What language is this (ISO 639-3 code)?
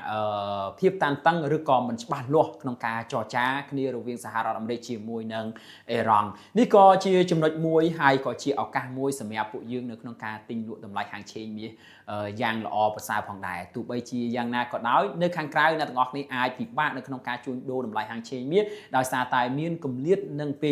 khm